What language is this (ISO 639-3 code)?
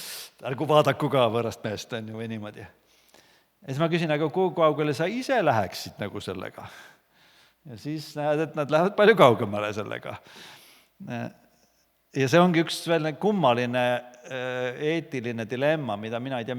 est